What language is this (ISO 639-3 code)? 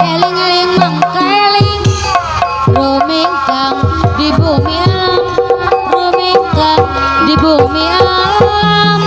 sun